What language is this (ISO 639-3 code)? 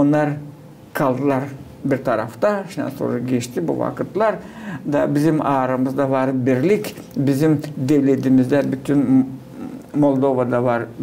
gag